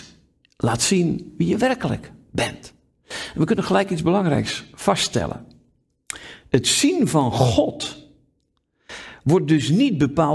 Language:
Dutch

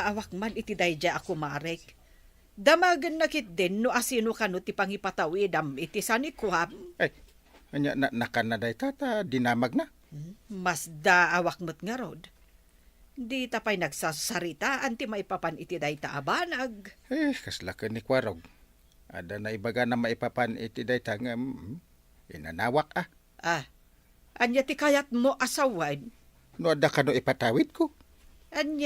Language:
Iloko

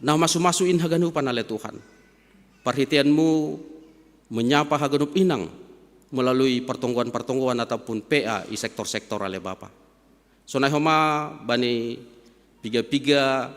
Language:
Batak Simalungun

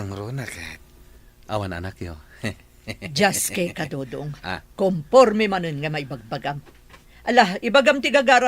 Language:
Iloko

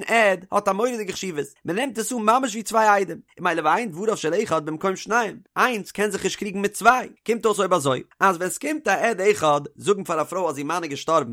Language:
Yiddish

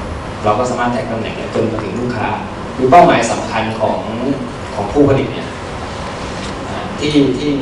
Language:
Thai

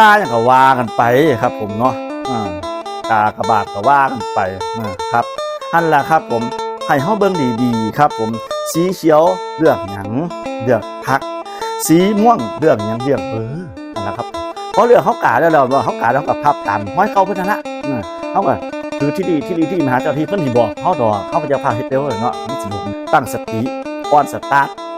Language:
Northeastern Thai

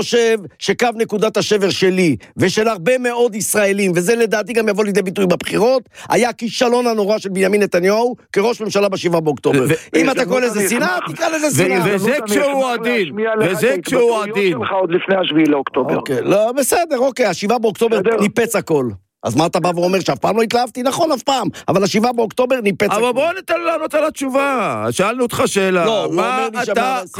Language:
Hebrew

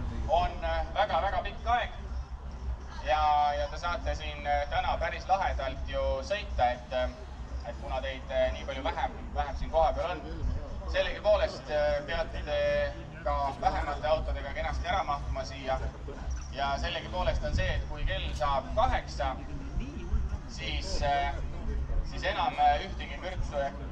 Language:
Estonian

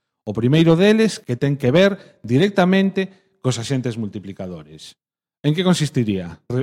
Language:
Galician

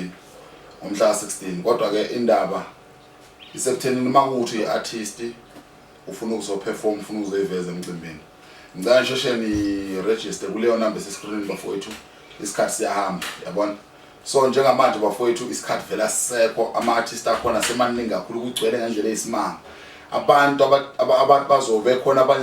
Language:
Zulu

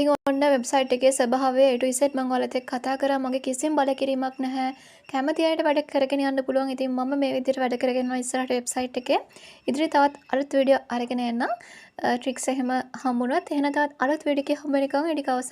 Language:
Sinhala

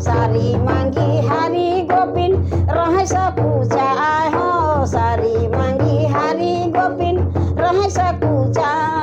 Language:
Sadri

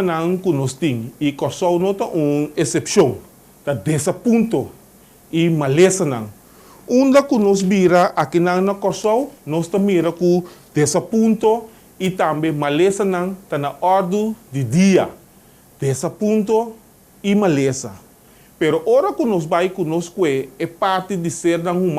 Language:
Papiamento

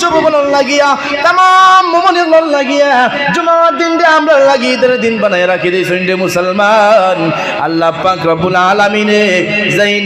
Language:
Sylheti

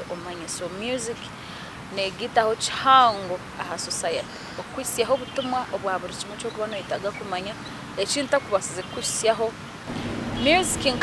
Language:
Nyankole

